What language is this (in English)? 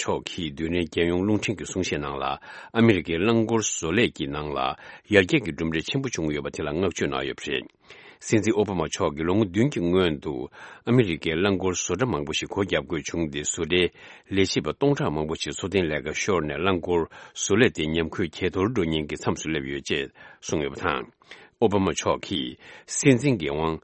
Tibetan